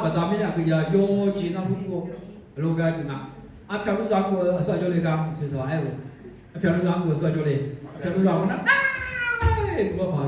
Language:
Akha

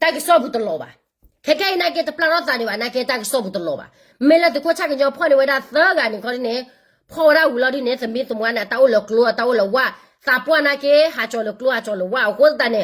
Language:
S'gaw Karen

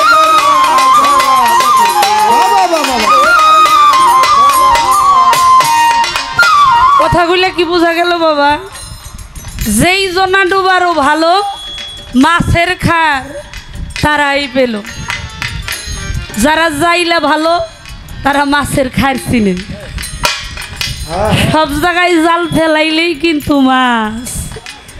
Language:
Bangla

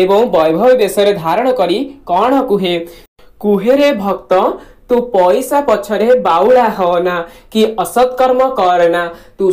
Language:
Odia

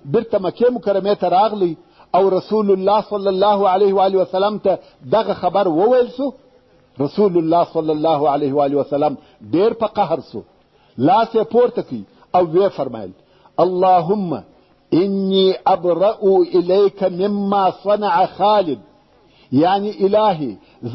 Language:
Pashto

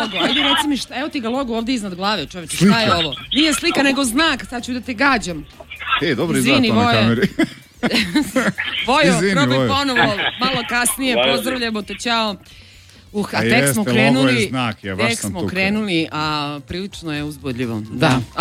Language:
Serbian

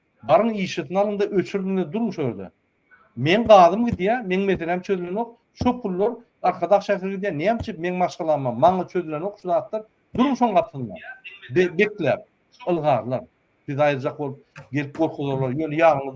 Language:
Turkmen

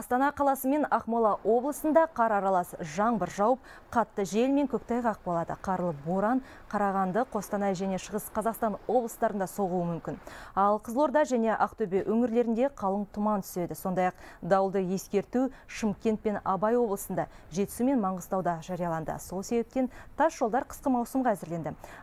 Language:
Kazakh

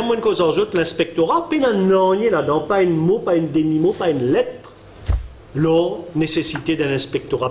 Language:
Morisyen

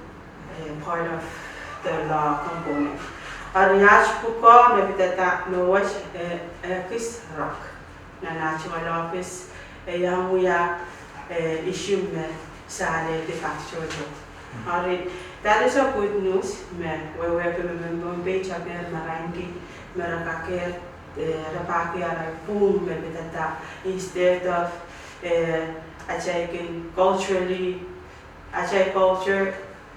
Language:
Pohnpeian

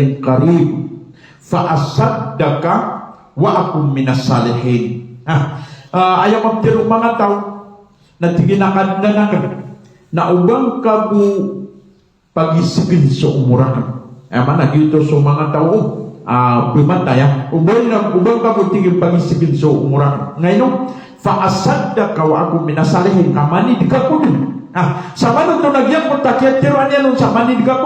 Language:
Maranao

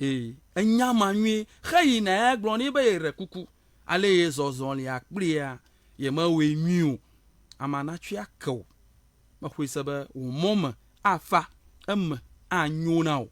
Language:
Ewe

